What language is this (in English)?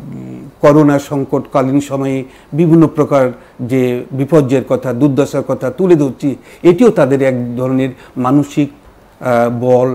Bangla